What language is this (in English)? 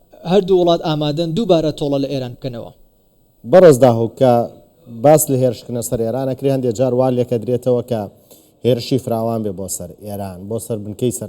Central Kurdish